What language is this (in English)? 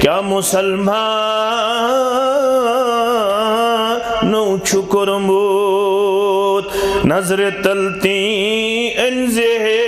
Kashmiri